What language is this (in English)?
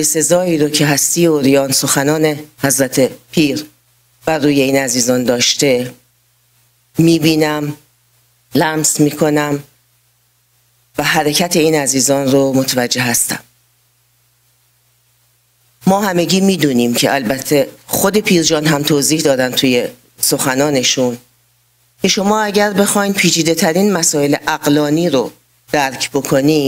Persian